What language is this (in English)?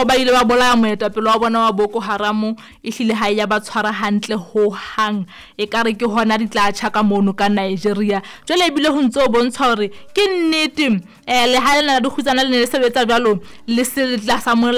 Southern Sotho